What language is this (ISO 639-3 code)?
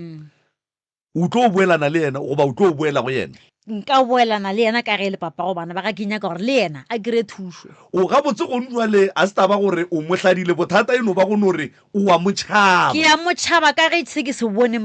nso